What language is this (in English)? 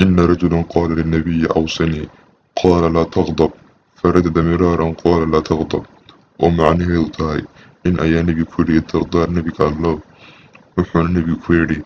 Somali